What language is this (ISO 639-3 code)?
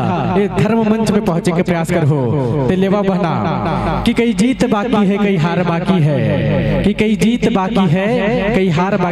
hne